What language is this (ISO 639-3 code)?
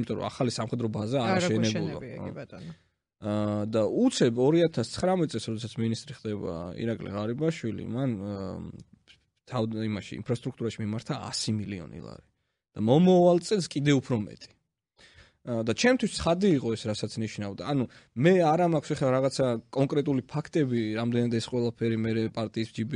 kat